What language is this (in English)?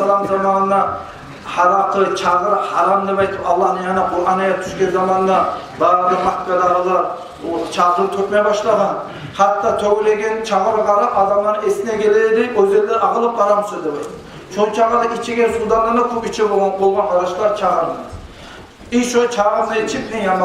Kumyk